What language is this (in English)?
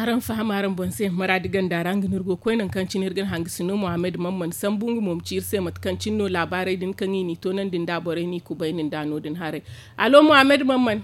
Zarma